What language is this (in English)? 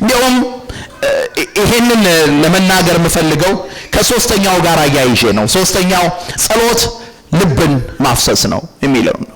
Amharic